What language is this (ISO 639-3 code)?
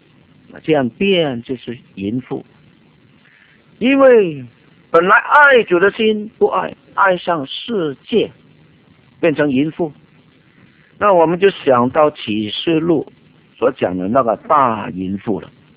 zho